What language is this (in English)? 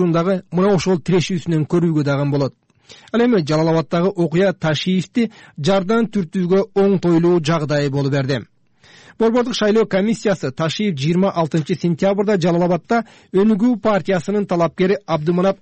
Kyrgyz